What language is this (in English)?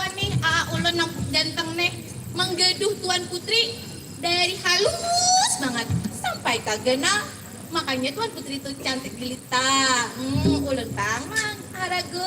Banjar